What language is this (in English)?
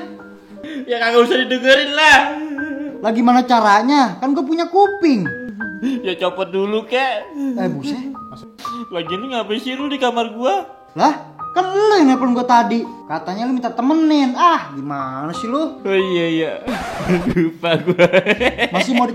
Betawi